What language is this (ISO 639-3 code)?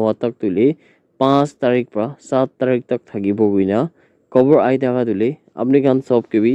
nag